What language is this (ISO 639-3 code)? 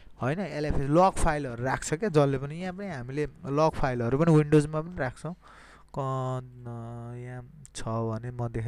nep